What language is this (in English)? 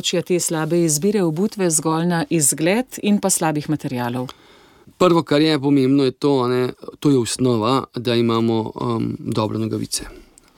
Slovenian